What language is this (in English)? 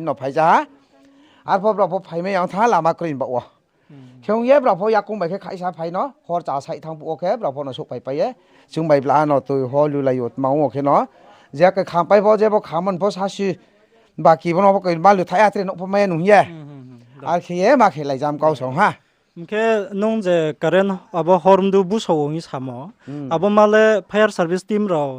Riang (India)